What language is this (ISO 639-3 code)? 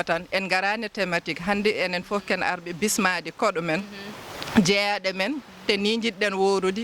ful